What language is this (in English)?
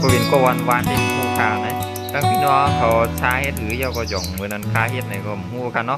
Shan